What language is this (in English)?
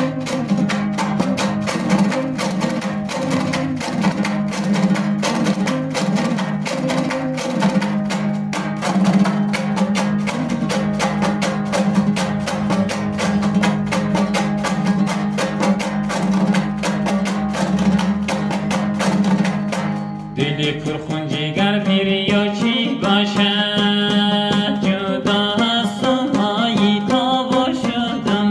Persian